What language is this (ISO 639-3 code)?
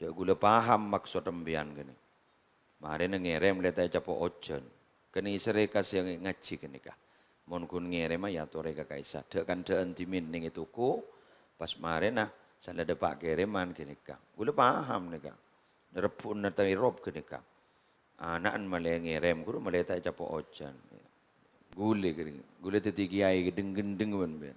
mad